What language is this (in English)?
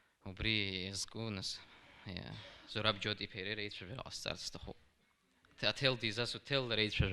Abkhazian